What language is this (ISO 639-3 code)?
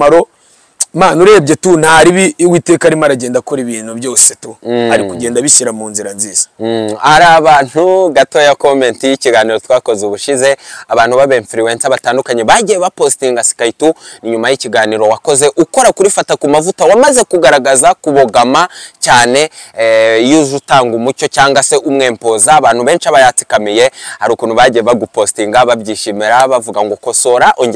kin